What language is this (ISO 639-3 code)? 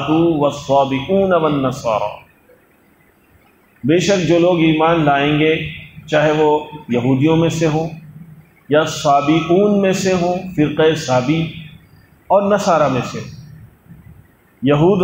urd